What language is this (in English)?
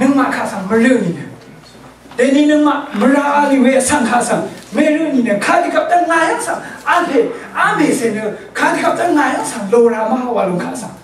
Rawang